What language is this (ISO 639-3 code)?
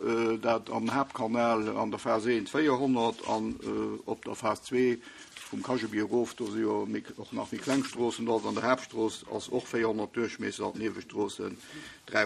ltz